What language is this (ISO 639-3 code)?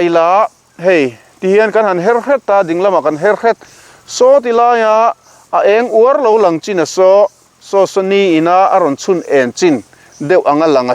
lus